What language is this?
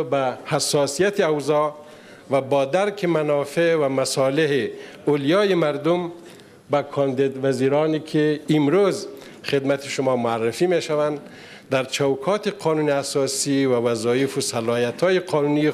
Persian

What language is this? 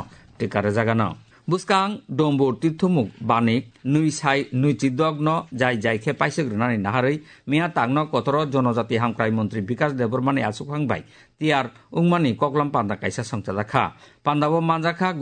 Kok Borok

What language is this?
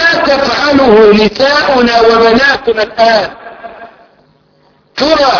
Arabic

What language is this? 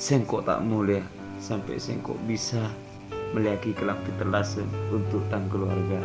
Madurese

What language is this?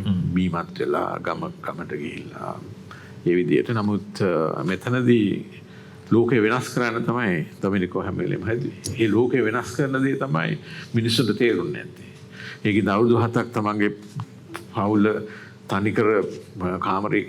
Sinhala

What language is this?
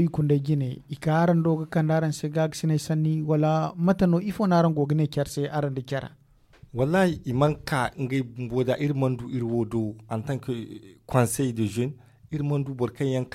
Zarma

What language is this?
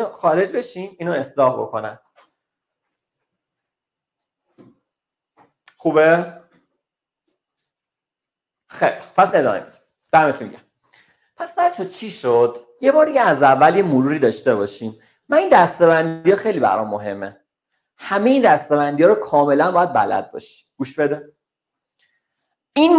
Persian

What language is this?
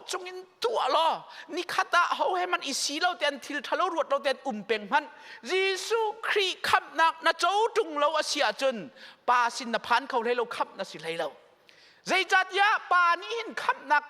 Hakha Chin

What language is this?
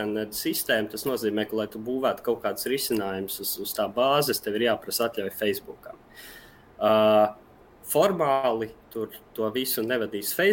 Latvian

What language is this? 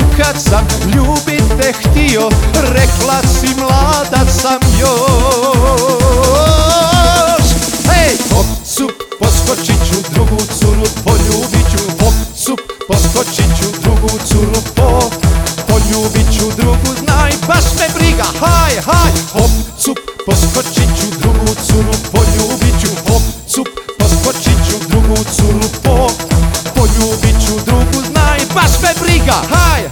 Croatian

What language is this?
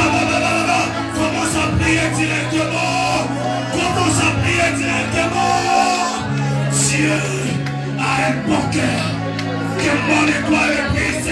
French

